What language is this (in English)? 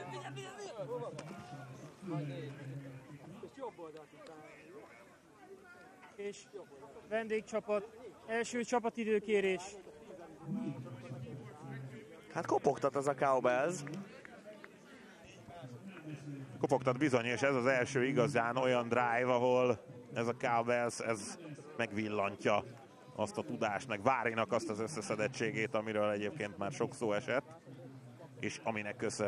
Hungarian